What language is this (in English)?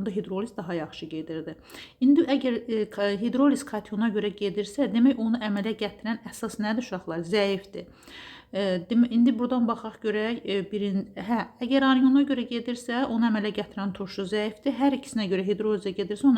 Azerbaijani